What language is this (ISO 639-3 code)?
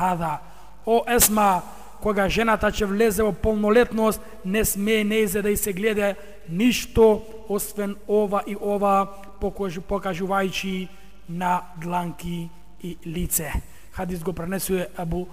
mkd